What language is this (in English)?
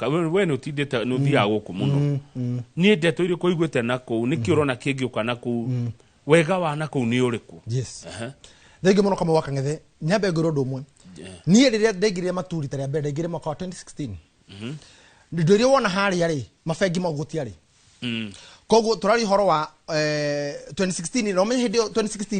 Kikuyu